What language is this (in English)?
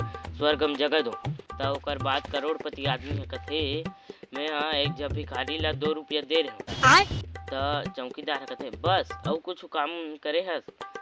Chhattisgarhi